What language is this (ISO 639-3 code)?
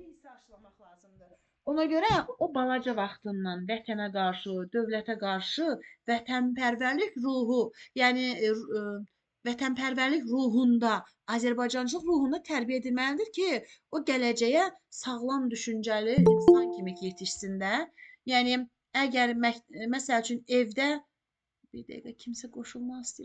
aze